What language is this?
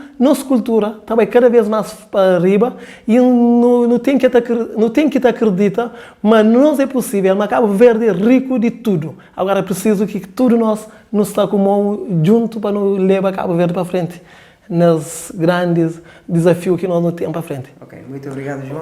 Kabuverdianu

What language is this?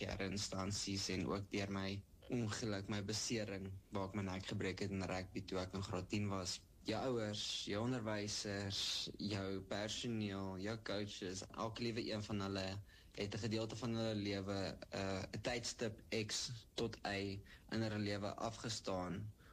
Afrikaans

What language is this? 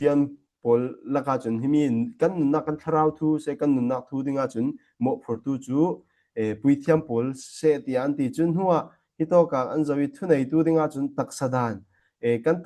Falam Chin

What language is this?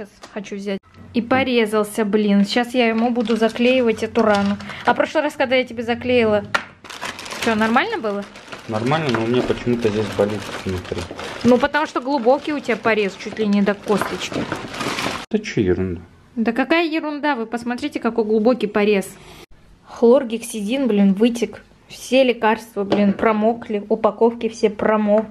Russian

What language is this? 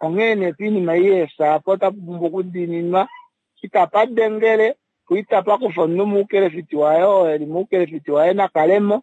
Kuanyama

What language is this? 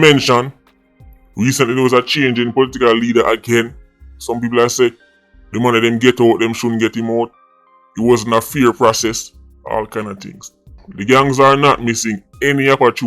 Jamaican Creole English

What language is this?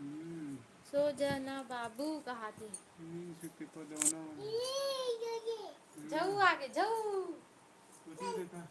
Chhattisgarhi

